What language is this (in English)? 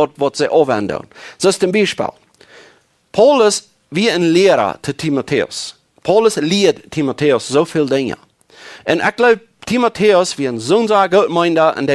Plautdietsch